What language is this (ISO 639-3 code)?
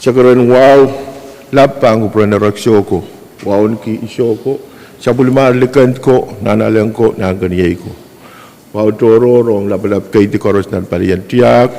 pon